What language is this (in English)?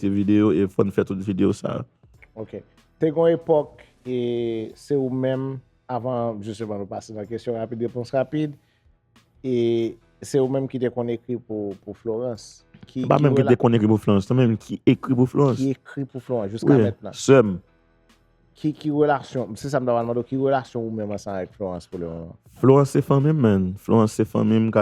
Haitian Creole